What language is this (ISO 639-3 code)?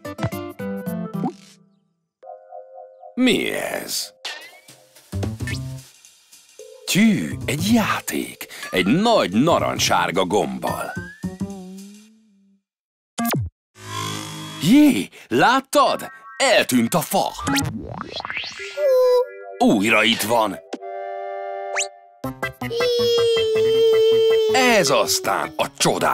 hun